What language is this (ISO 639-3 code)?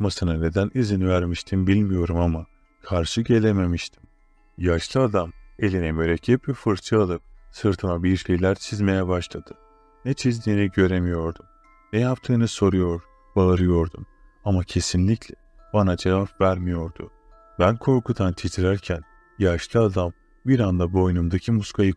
tur